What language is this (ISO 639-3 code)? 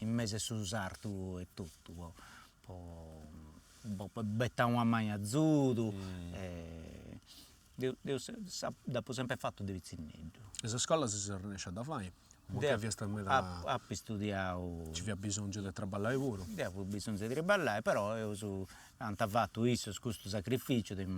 srd